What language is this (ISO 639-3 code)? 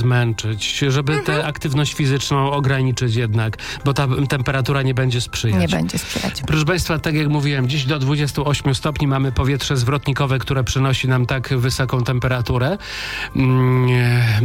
pol